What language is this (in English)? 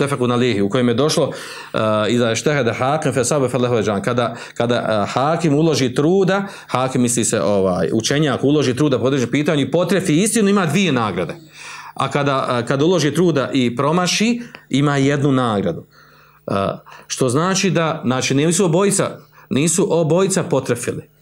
Bosnian